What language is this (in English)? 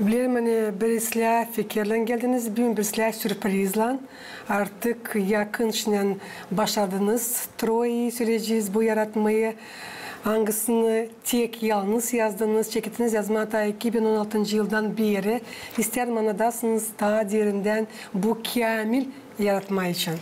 Gagauz